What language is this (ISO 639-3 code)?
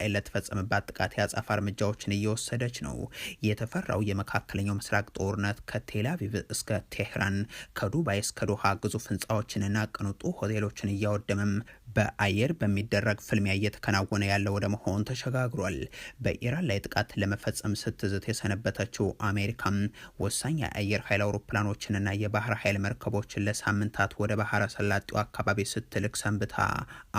amh